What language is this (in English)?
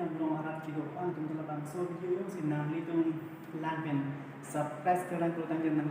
Karbi